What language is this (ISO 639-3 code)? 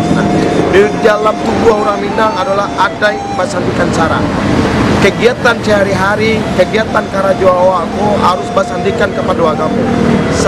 min